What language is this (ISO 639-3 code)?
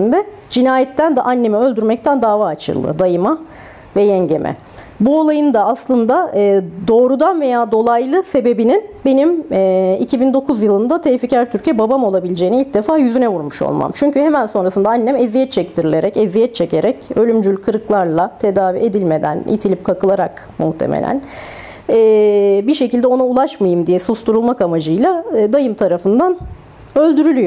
tur